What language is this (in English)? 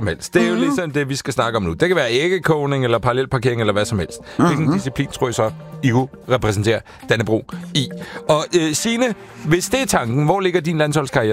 Danish